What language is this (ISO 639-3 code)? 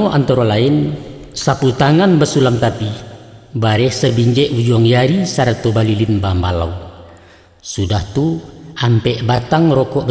min